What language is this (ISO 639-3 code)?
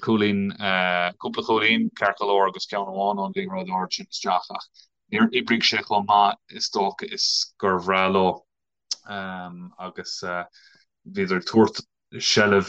gle